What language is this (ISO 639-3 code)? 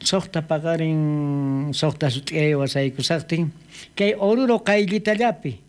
quh